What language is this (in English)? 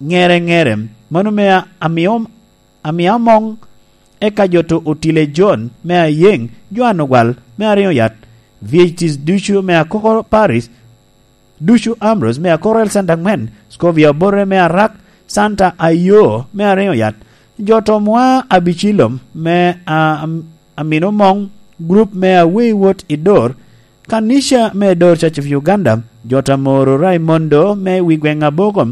Lango (Uganda)